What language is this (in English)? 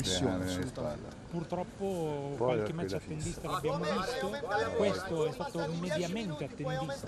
Italian